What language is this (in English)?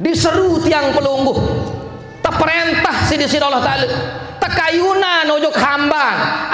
Sasak